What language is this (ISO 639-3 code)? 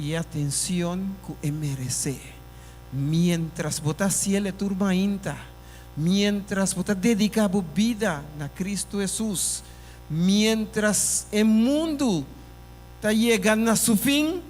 pap